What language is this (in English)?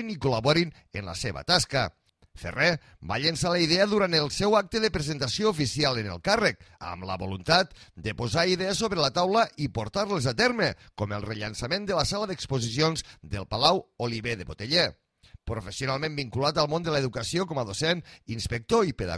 Catalan